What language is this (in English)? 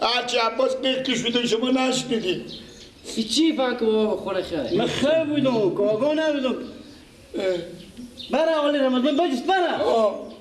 Persian